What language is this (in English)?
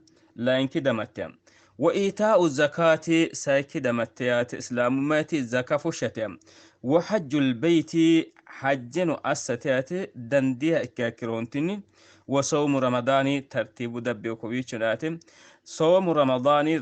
Sidamo